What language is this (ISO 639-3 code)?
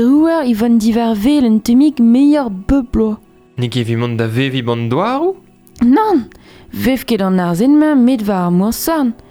bre